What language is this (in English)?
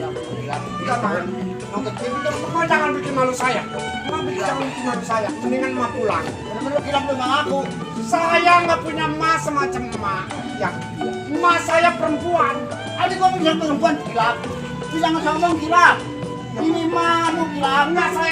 Betawi